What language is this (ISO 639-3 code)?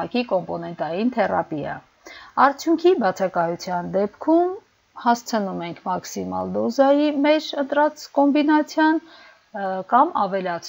hye